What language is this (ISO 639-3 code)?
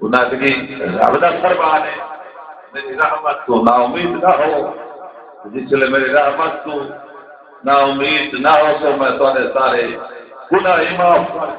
skr